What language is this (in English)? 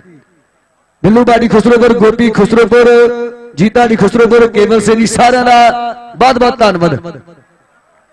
Punjabi